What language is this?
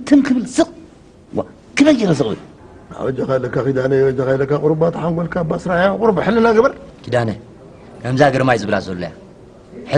Tigrinya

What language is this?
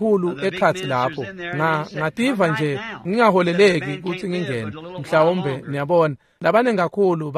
Swati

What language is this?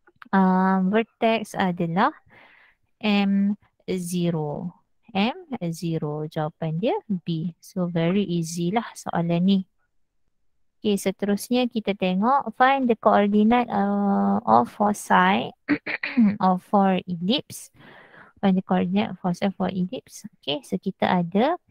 Malay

